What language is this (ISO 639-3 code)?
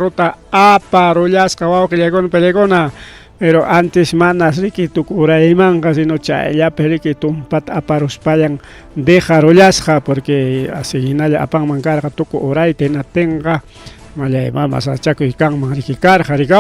quy